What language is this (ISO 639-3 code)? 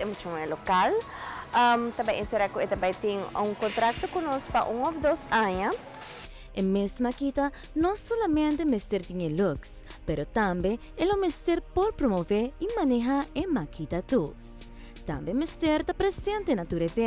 pap